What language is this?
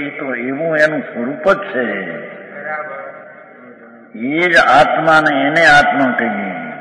Gujarati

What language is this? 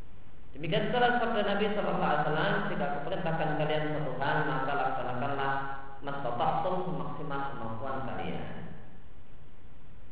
Indonesian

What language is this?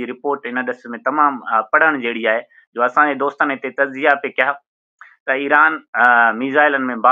Sindhi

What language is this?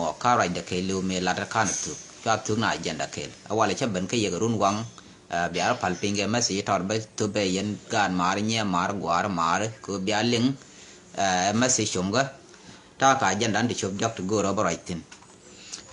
Nuer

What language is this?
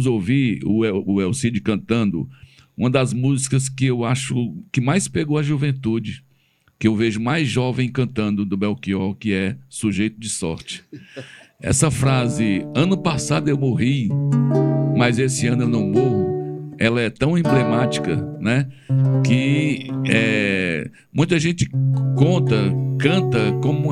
Portuguese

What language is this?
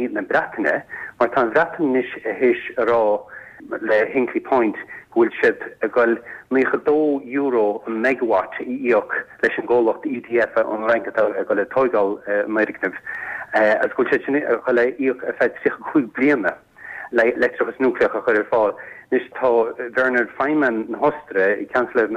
Irish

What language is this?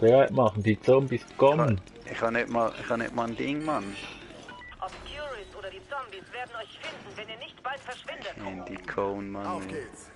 Swiss German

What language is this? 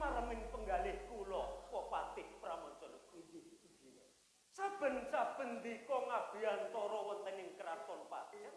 Javanese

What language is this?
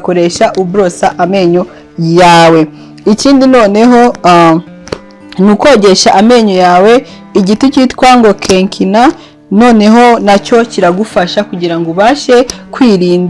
Kinyarwanda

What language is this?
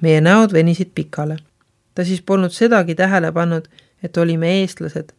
Estonian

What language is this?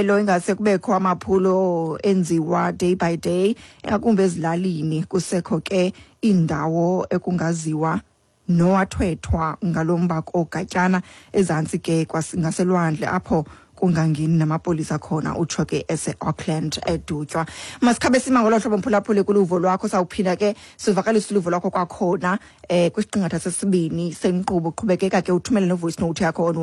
Xhosa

